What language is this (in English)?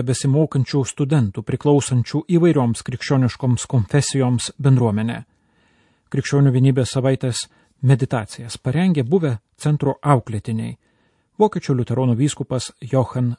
Lithuanian